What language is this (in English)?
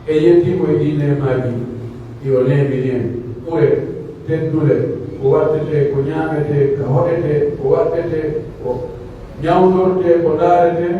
Pular